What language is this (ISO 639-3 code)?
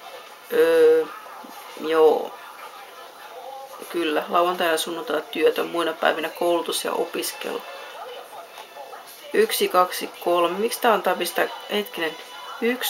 fin